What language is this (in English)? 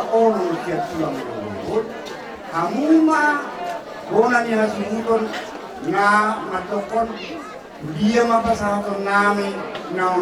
Batak Toba